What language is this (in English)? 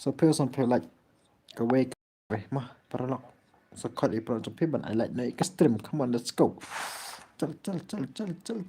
Khasi